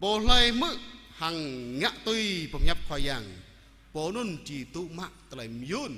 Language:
Jarai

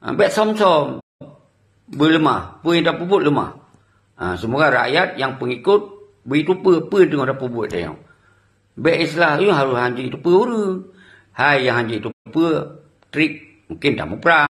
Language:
Achinese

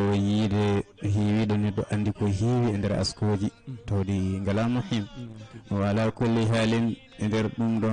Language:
Fula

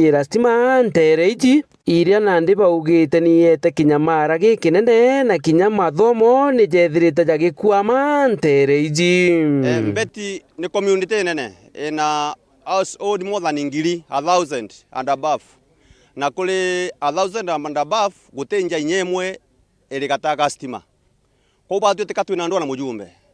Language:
Meru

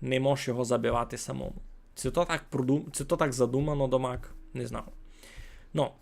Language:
Rusyn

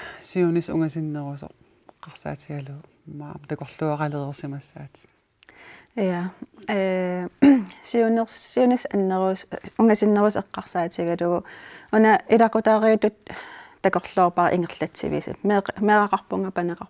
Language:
Kalaallisut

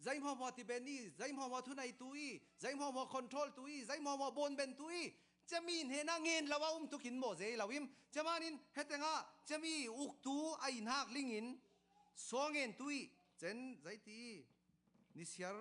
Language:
Falam Chin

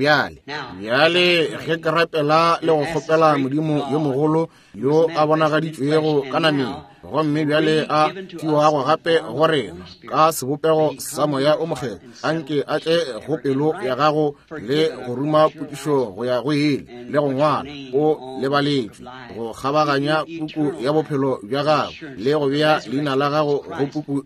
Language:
Northern Sotho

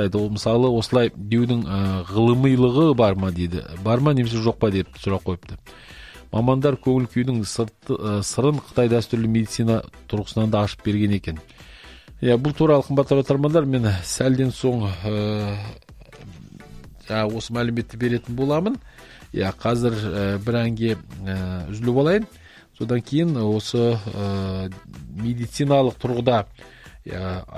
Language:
Kazakh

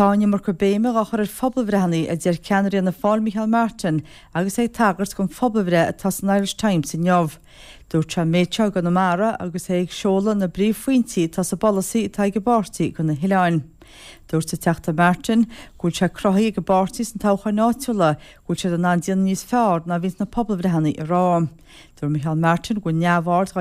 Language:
Irish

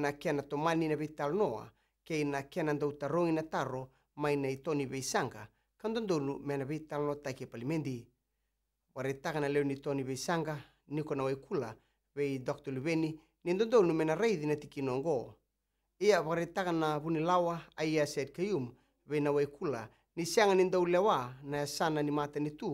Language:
Fijian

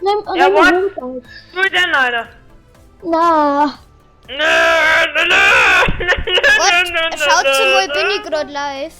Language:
Bavarian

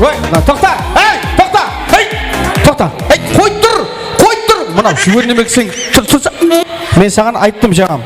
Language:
Kara-Kalpak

